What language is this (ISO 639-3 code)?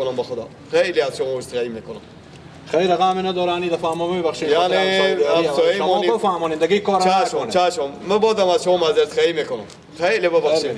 fas